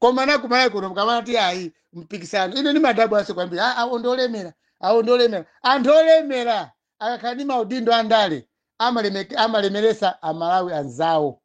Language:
Nyanja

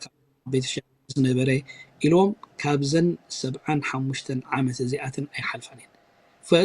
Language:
Tigrinya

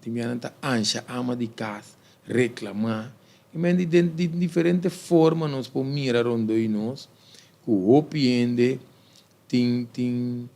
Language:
Papiamento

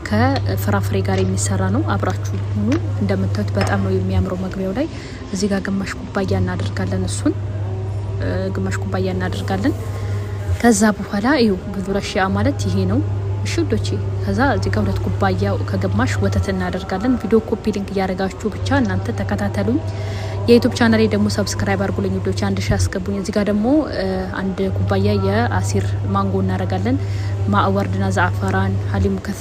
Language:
Amharic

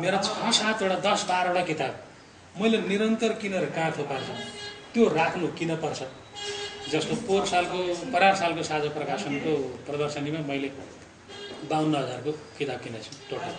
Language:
Nepali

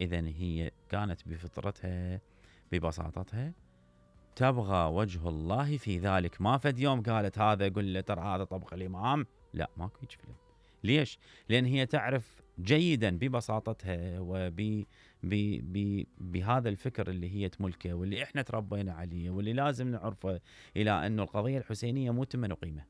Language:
Mesopotamian Arabic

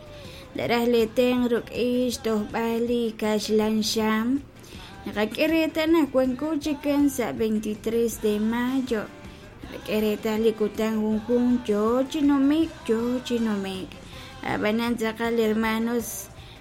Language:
Kekchí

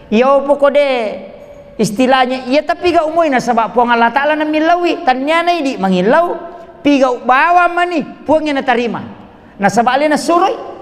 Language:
Buginese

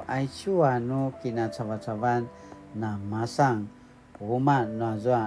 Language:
Paiwan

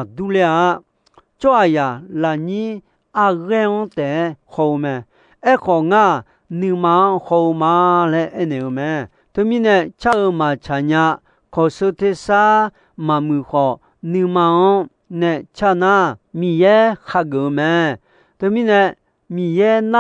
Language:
Akha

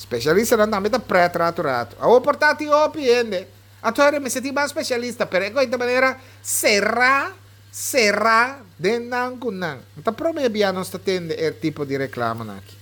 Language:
Papiamento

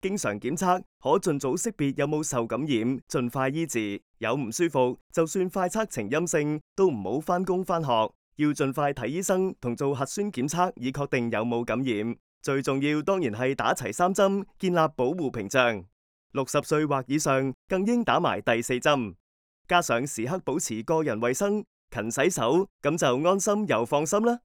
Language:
Cantonese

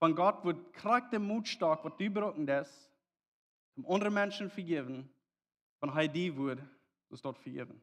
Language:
Plautdietsch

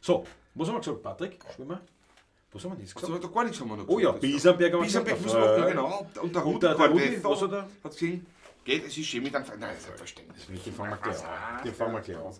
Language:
Bavarian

